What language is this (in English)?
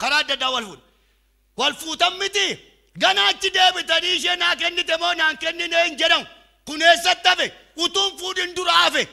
Oromo